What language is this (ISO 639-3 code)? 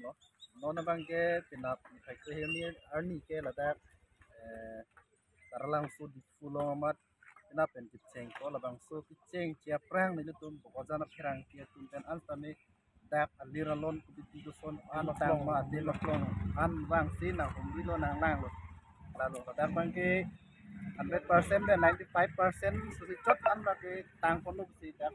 mjw